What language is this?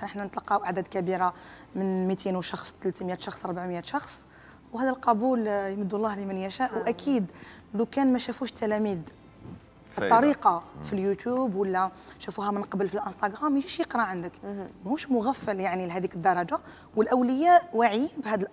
Algerian Arabic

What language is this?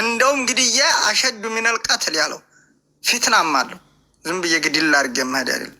Amharic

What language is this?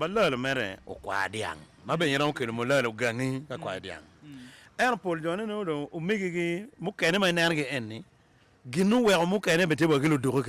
Acoli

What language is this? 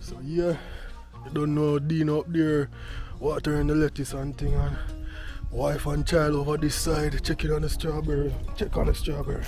Jamaican Creole English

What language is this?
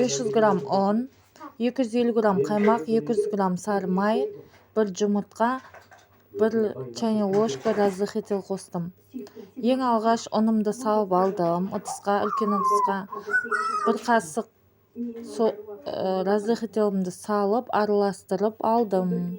Kazakh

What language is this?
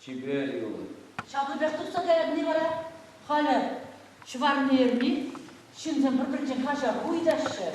Chuvash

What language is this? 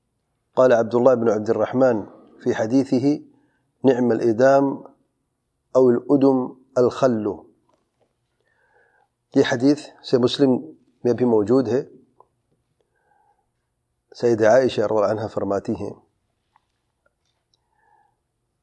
Urdu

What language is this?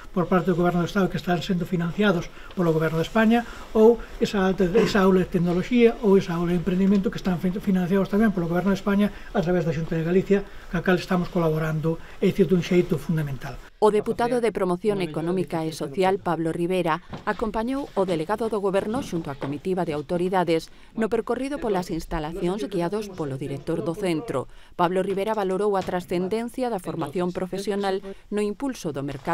Galician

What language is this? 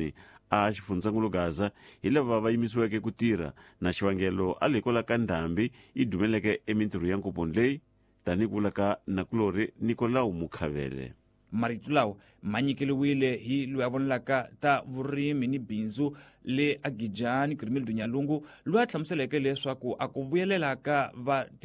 Tsonga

